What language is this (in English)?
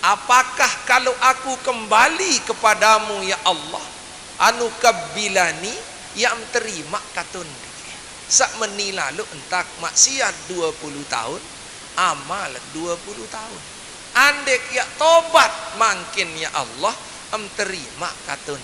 Sasak